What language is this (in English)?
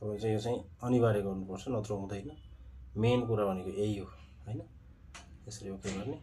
Nepali